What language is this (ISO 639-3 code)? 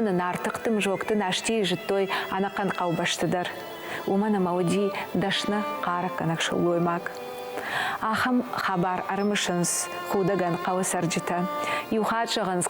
oss